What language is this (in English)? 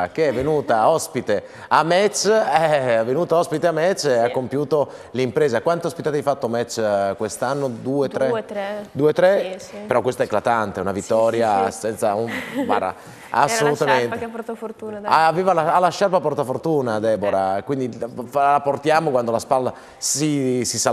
Italian